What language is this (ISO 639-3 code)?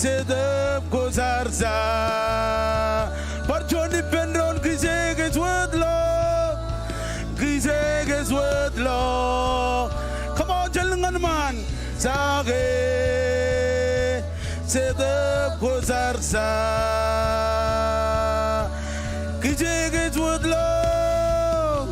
mah